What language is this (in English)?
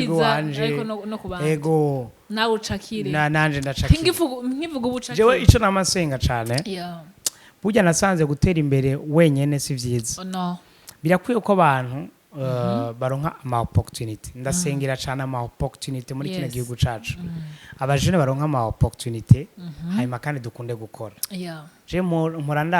Rundi